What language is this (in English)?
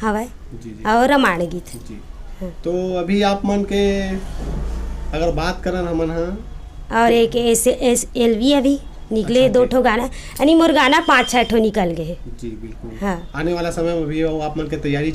Chhattisgarhi